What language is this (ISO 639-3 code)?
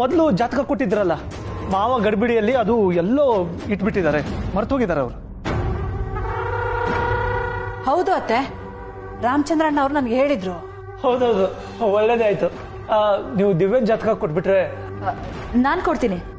kan